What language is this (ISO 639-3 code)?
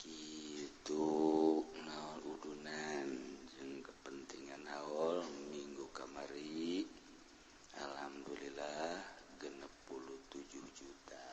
sun